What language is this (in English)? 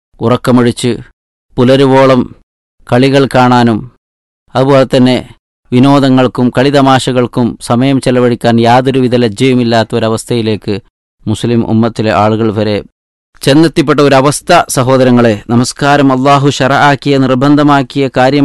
Malayalam